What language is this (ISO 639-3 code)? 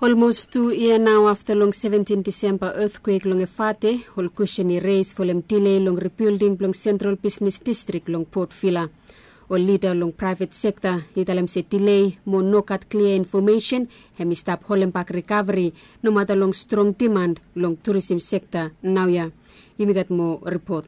bis